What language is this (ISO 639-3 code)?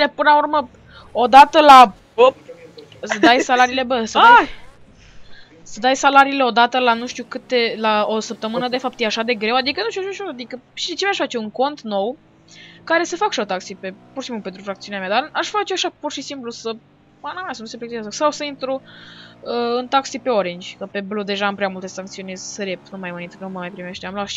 ron